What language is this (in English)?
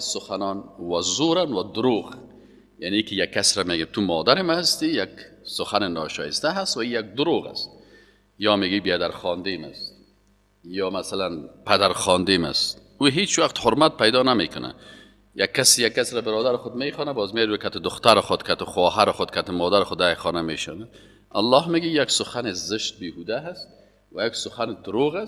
Persian